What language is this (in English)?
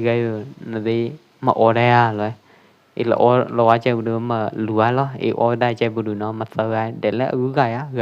Pwo Eastern Karen